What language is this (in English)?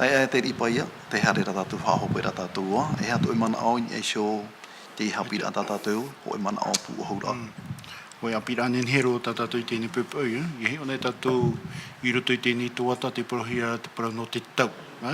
Tahitian